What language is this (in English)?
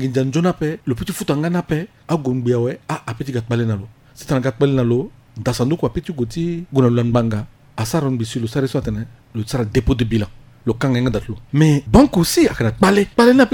Sango